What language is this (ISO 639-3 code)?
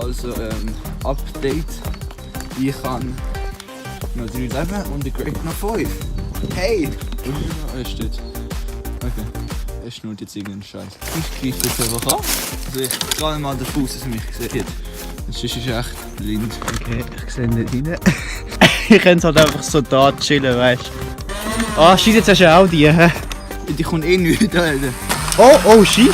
gsw